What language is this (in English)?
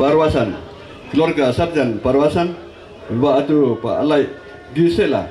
Toraja-Sa'dan